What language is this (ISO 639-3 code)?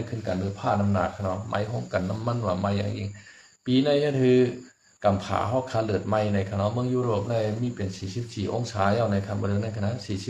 shn